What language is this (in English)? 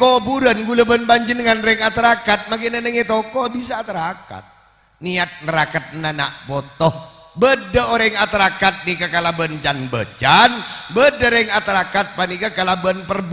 Madurese